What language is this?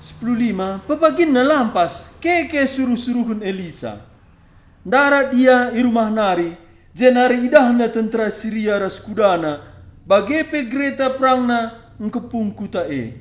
Batak Karo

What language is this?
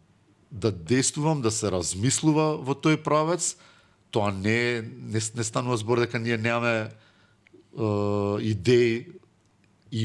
Macedonian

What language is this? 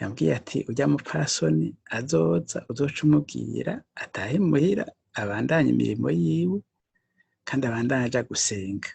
Rundi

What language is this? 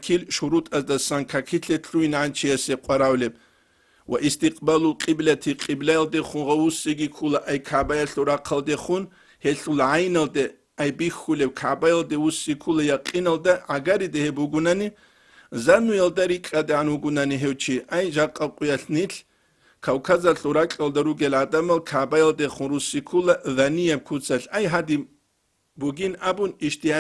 Avaric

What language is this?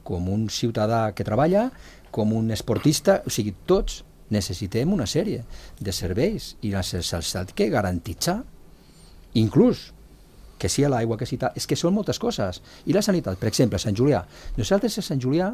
Catalan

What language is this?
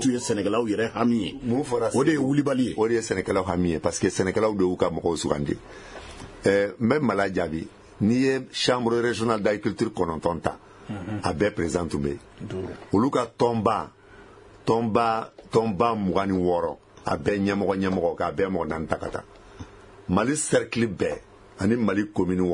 Bambara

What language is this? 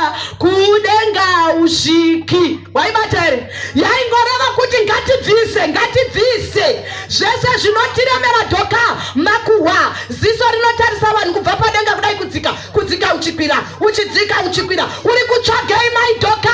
Shona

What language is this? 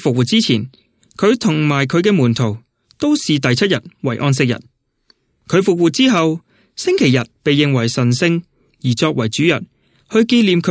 Cantonese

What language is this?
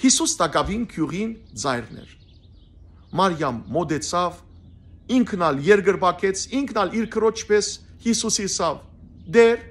Western Armenian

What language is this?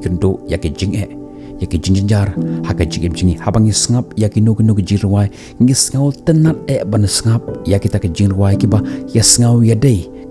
Khasi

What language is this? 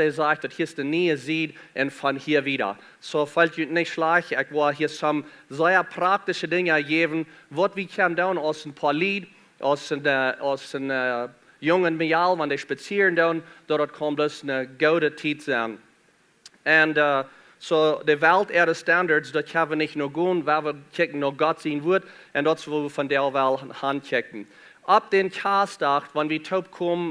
Plautdietsch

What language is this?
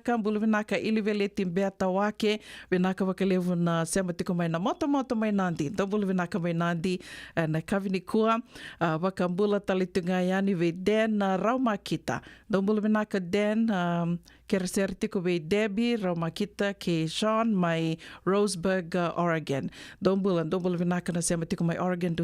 Fijian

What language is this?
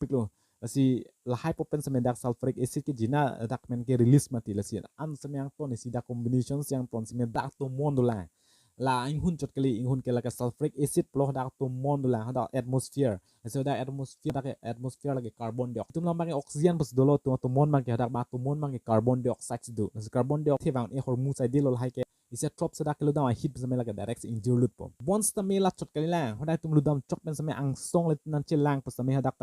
Karbi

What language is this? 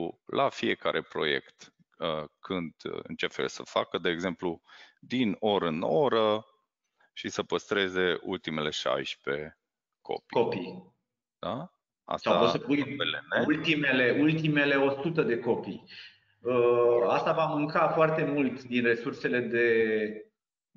Romanian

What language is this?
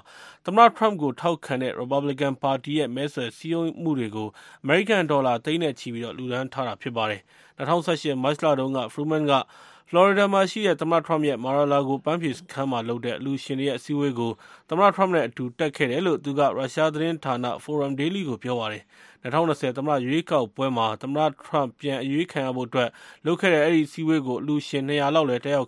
Burmese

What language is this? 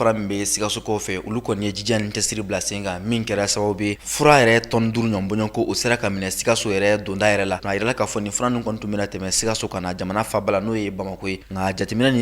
Bambara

